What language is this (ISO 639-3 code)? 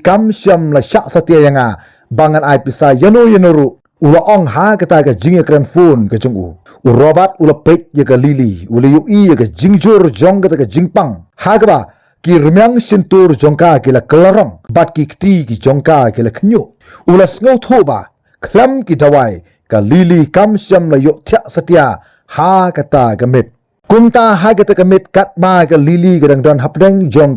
kha